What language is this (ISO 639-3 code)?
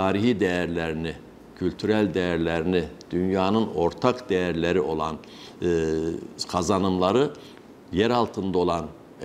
tur